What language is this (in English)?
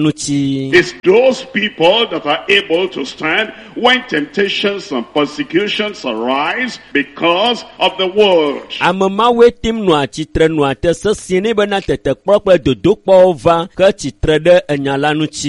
Ewe